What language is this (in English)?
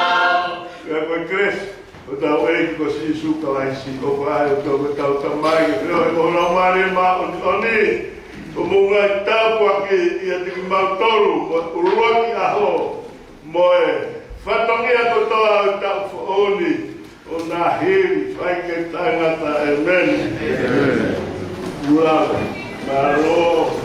Tongan